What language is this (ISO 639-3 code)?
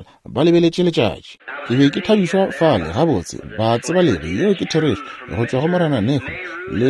nso